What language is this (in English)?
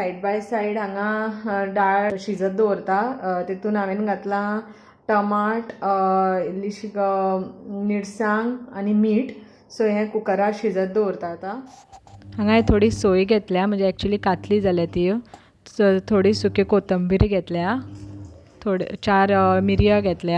Konkani